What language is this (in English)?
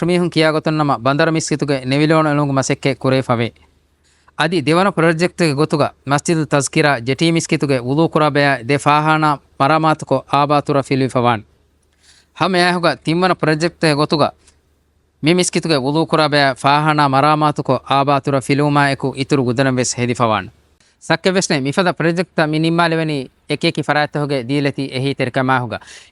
Divehi